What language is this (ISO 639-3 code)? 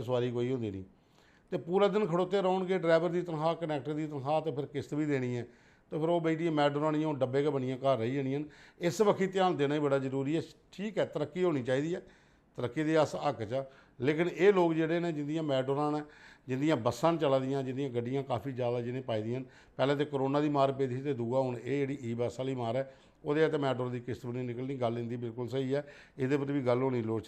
doi